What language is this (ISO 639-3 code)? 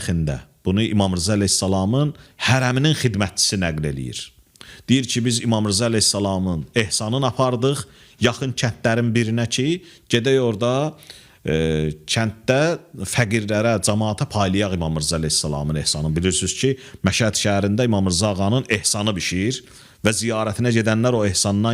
aze